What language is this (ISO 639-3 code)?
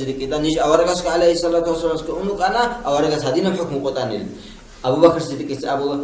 ava